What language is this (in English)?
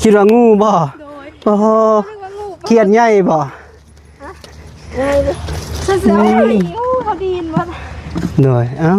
Lao